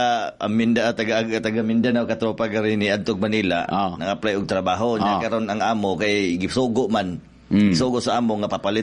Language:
Cebuano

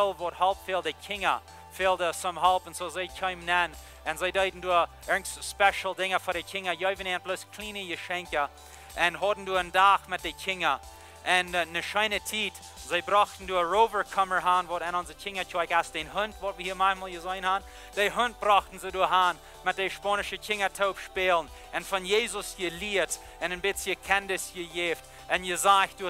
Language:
Plautdietsch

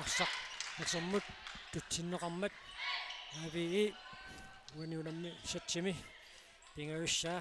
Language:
Kalaallisut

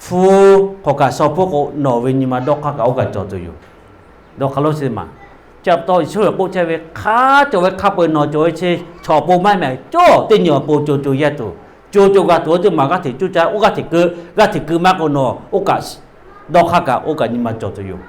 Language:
Lahu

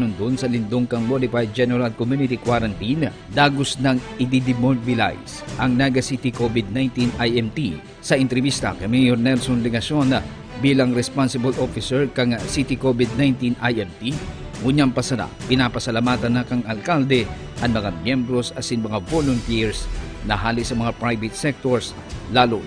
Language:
Bikol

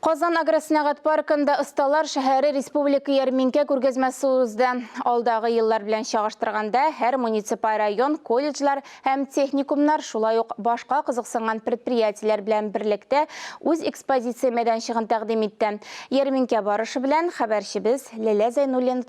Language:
Tatar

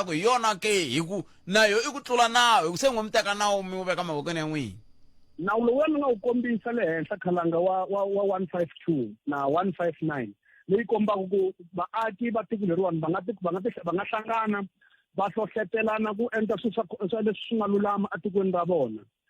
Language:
Tsonga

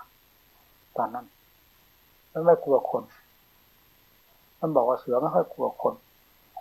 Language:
Thai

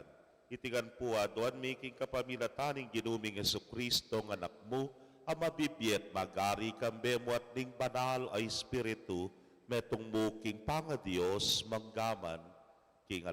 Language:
Pampanga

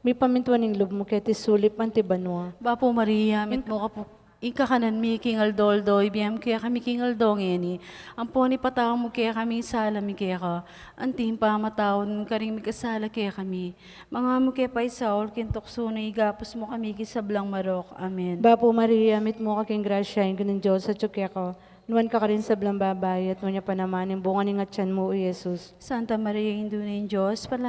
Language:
Pampanga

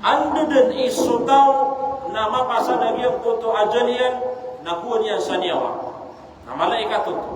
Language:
Maranao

